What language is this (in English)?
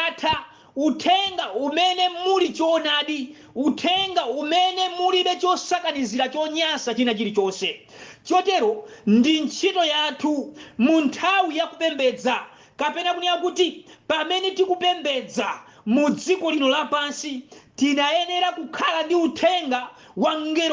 Nyanja